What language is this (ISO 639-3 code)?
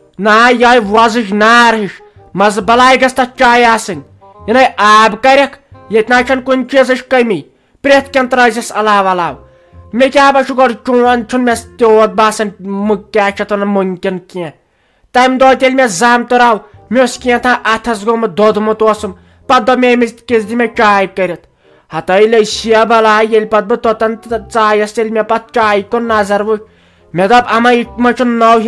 kas